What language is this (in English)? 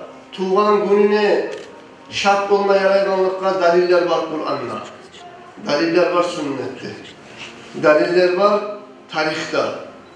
Kumyk